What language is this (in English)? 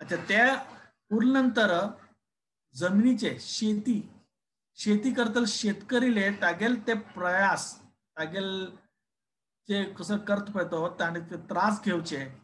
Konkani